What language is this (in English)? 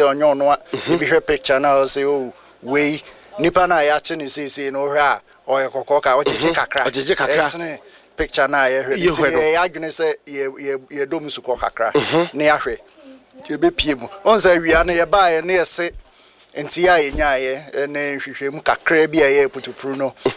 Akan